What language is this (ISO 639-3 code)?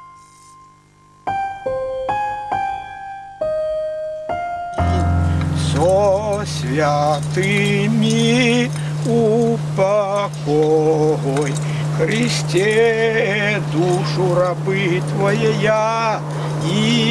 rus